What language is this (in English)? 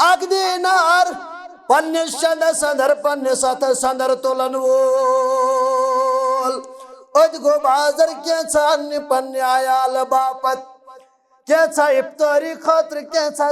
Kashmiri